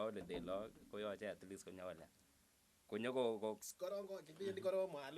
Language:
Kalenjin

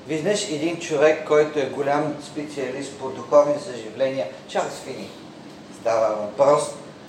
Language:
Bulgarian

